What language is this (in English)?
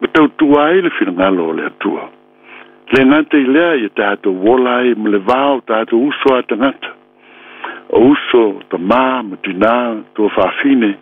Samoan